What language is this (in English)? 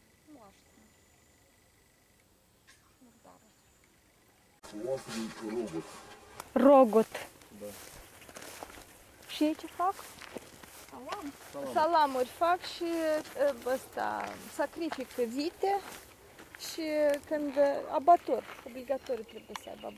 Romanian